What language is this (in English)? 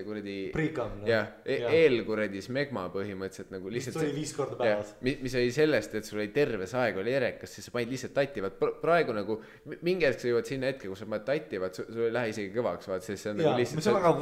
Estonian